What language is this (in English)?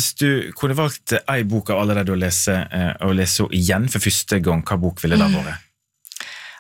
Norwegian